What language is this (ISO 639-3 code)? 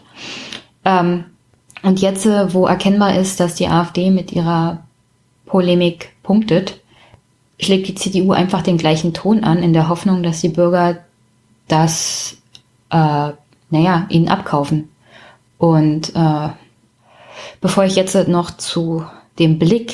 deu